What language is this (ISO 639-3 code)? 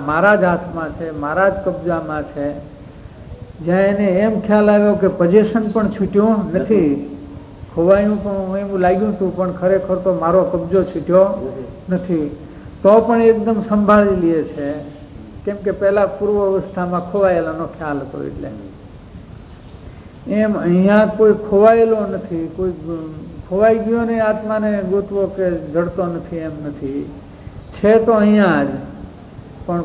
guj